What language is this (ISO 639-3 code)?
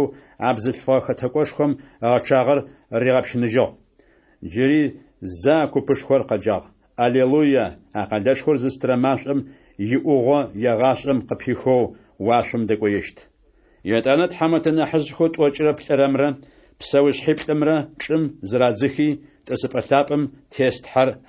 ady